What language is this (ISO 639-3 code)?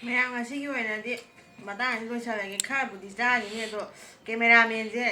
mni